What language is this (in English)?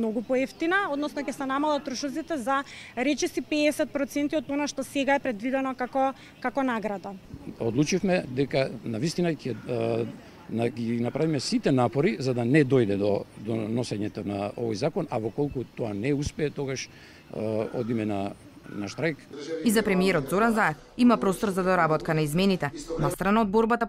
Macedonian